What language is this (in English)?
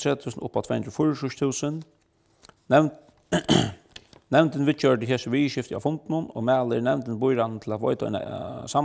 Faroese